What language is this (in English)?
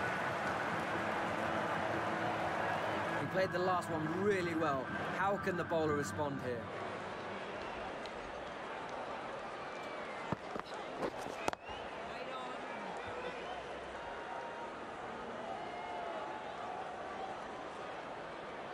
English